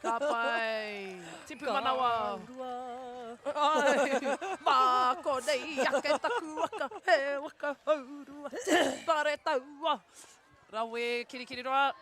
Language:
Māori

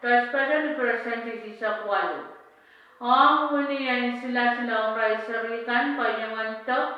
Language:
Pohnpeian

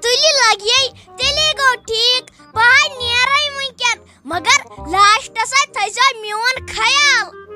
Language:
Kashmiri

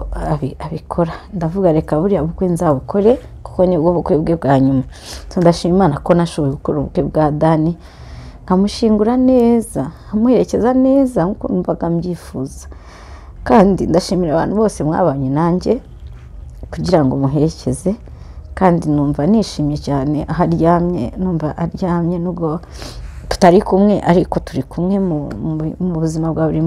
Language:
Kinyarwanda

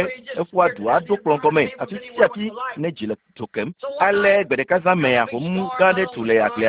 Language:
Ewe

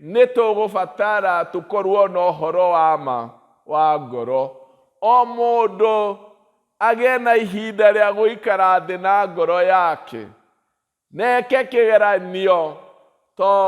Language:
Kikuyu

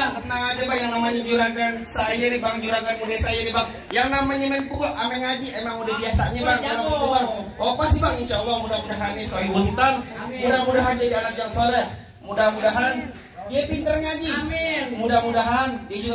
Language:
Betawi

